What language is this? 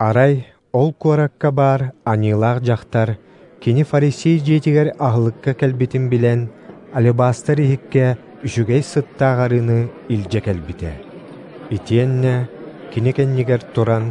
Yakut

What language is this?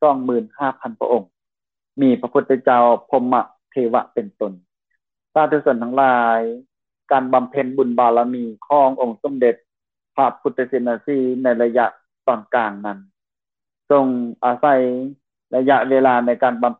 Lao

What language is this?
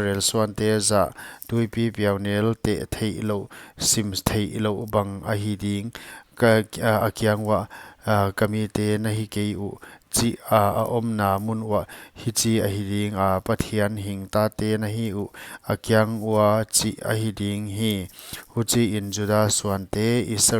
Paite Chin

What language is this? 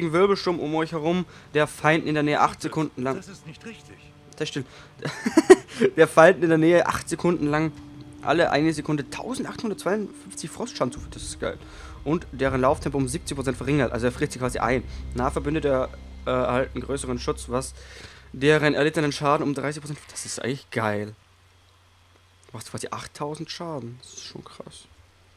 German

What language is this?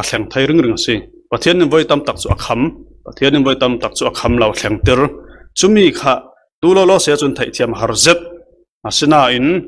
Falam Chin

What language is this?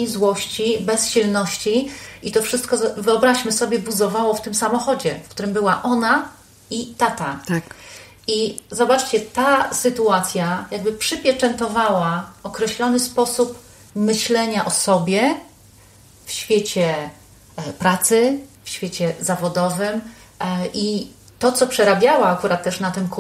Polish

